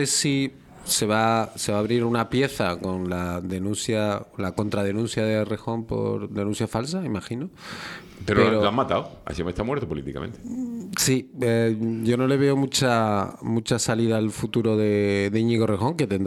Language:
Spanish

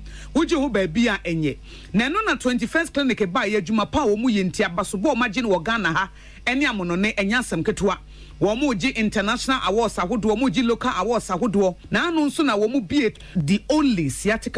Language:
Akan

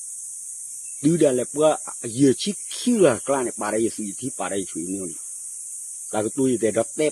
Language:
S'gaw Karen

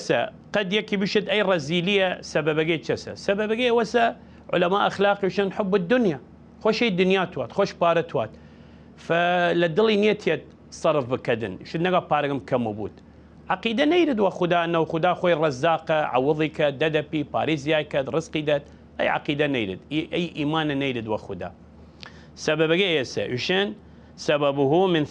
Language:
Southern Kurdish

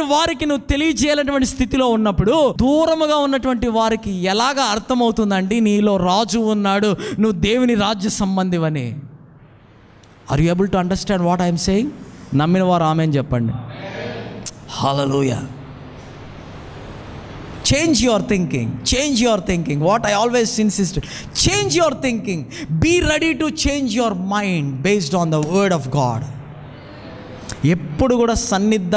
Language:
Telugu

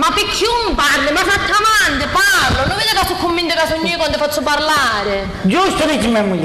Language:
Sicilian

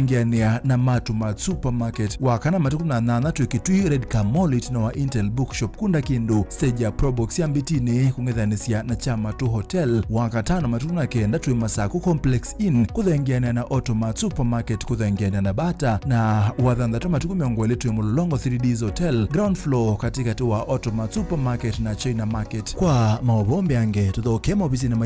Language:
Kamba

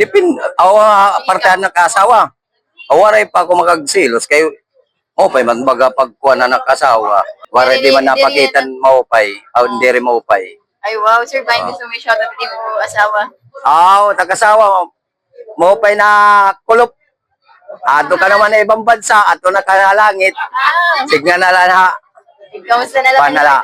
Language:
Waray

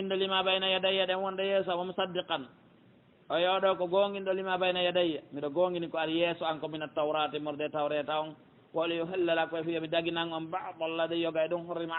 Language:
Pular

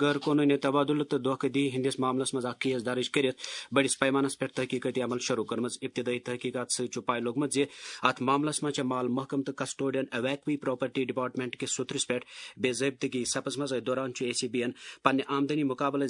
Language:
Kashmiri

